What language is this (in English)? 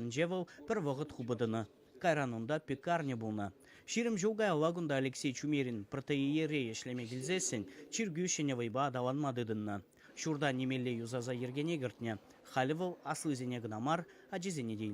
Chuvash